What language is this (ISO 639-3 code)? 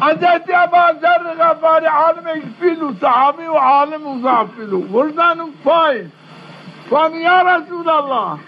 zza